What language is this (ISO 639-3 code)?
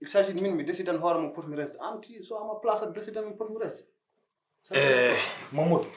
ful